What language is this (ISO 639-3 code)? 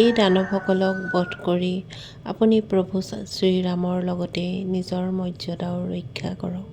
asm